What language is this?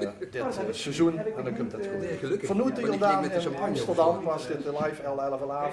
Limburgish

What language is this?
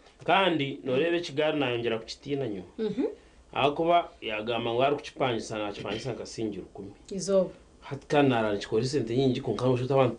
Nyankole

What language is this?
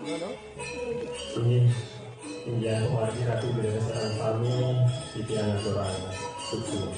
Balinese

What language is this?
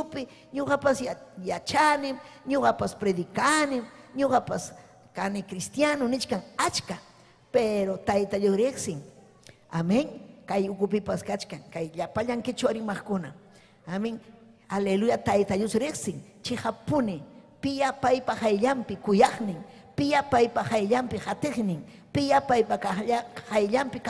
Ayacucho Quechua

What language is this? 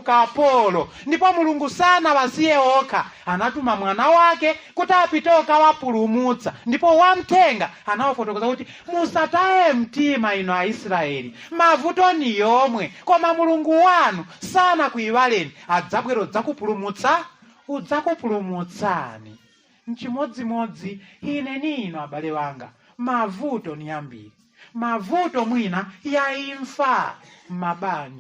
Nyanja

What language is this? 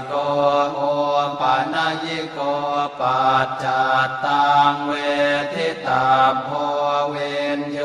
Pali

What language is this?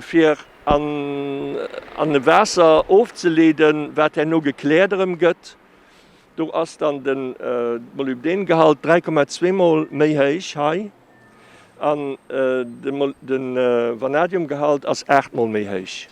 Luxembourgish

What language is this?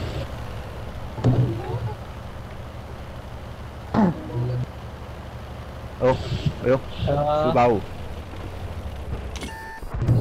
Chinese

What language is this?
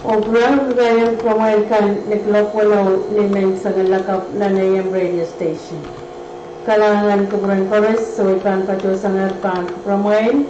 Pohnpeian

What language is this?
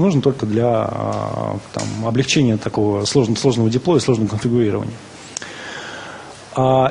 Russian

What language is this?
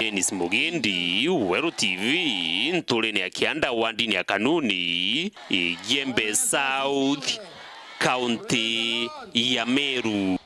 Meru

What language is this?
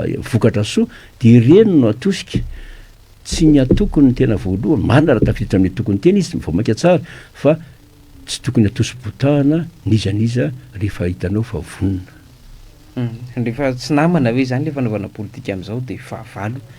Malagasy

